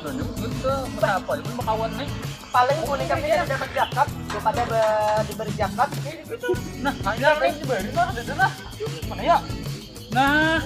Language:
Banjar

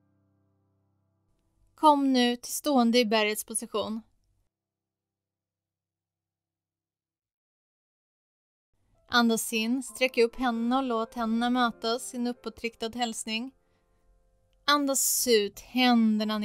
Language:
Swedish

